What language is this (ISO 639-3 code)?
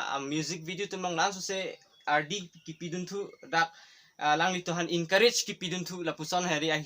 mjw